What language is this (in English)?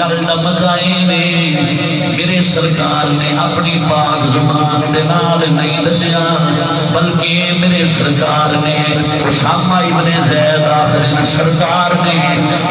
Saraiki